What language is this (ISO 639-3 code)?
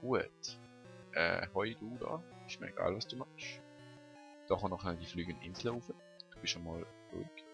gsw